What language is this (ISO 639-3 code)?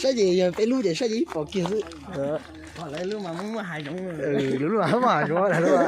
hmn